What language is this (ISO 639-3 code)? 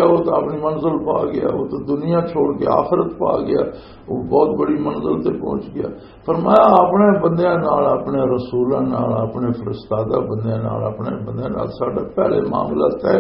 lah